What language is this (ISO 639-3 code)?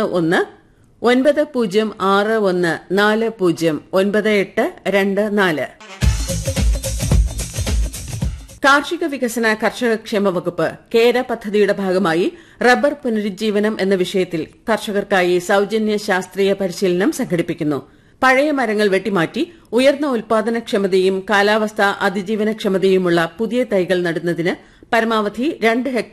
mal